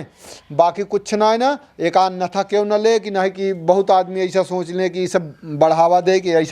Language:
Awadhi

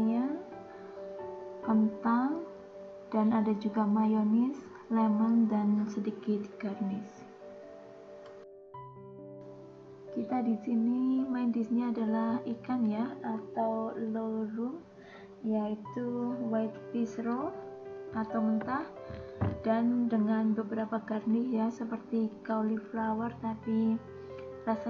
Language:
Indonesian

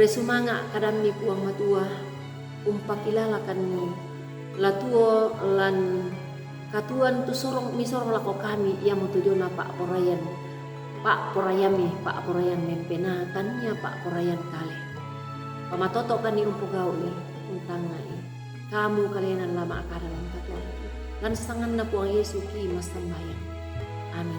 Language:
Toraja-Sa'dan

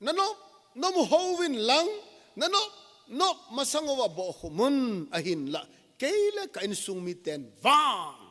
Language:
Thado Chin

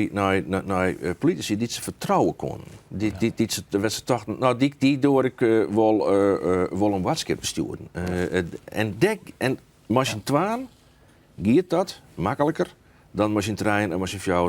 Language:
Western Frisian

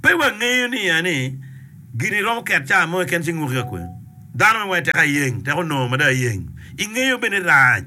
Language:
Acoli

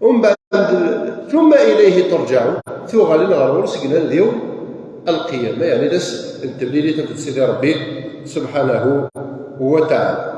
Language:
Kabyle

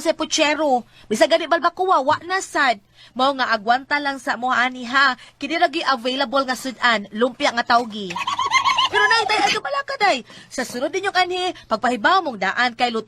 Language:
Cebuano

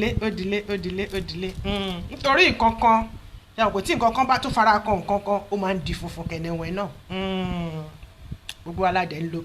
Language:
Yoruba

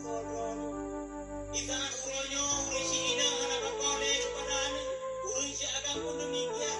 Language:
Achinese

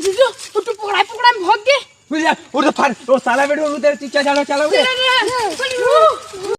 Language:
Chhattisgarhi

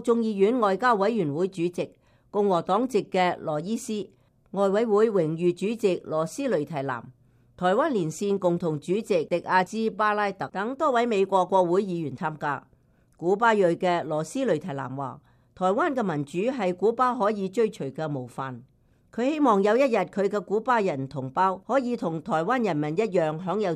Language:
Cantonese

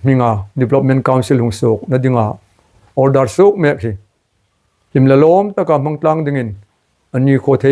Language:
Hmar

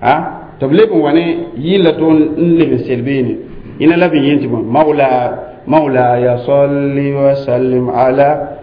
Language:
Mossi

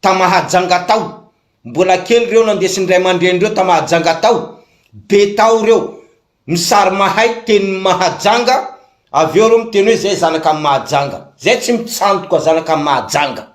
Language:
Malagasy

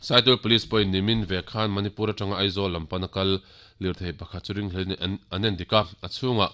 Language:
Mizo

